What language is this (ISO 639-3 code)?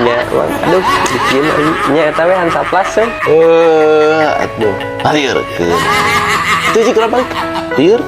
sun